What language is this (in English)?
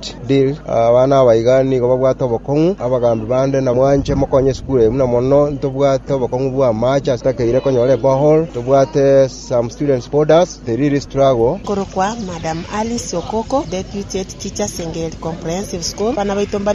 Gusii